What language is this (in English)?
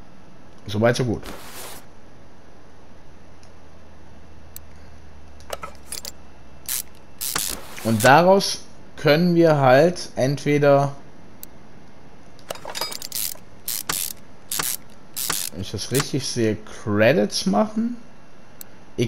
German